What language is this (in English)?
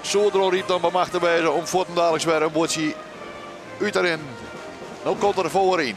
Western Frisian